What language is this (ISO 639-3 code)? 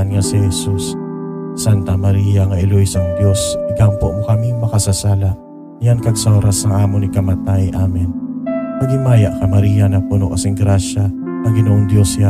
hil